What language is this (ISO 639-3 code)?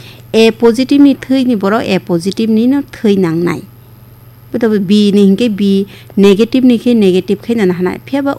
trp